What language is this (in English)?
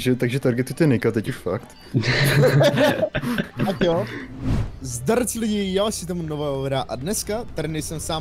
Czech